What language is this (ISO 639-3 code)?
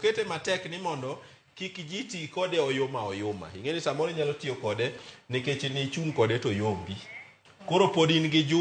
luo